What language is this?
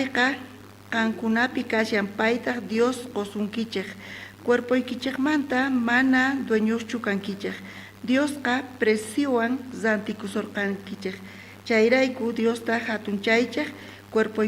South Bolivian Quechua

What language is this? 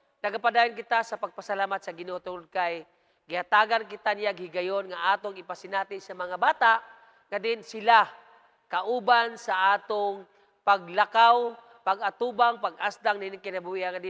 Cebuano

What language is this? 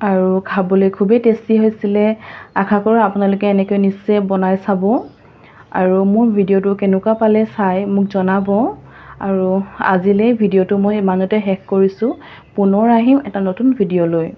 Assamese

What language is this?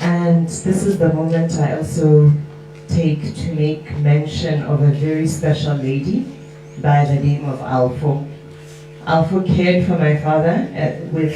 Tswana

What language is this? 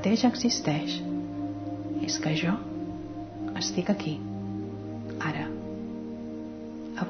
Catalan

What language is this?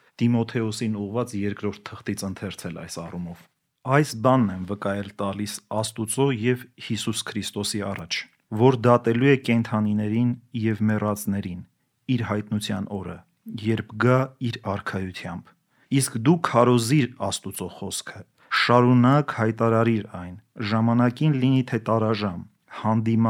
Armenian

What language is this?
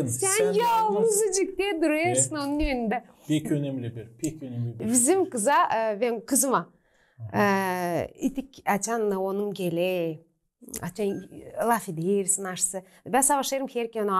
Gagauz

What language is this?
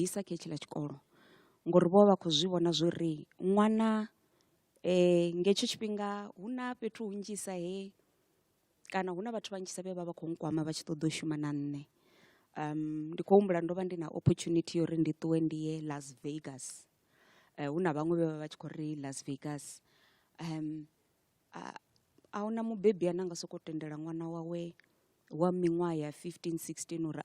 Venda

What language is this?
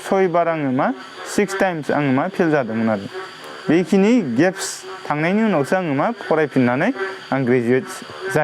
Bodo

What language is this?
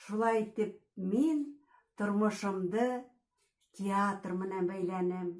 Bashkir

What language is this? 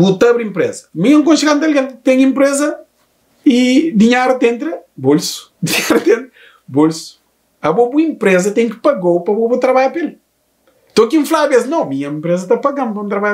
Kabuverdianu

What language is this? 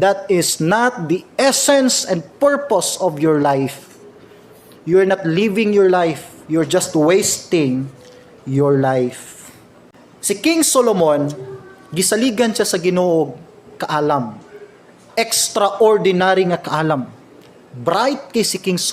Cebuano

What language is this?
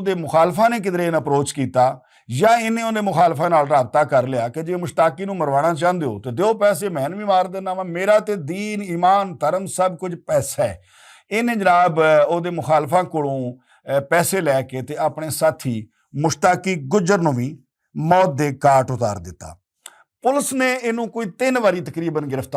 Western Panjabi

